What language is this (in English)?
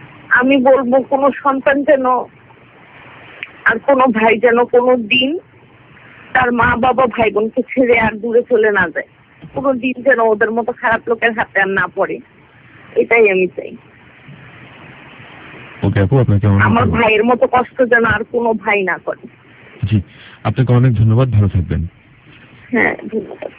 Bangla